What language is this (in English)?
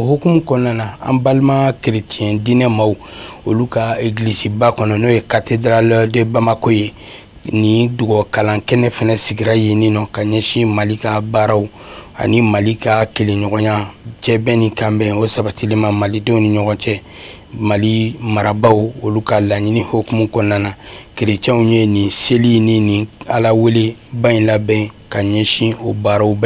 Bambara